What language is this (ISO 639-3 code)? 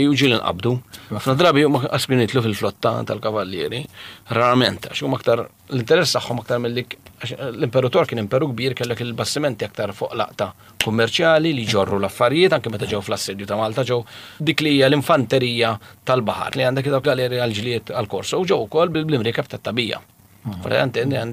mlt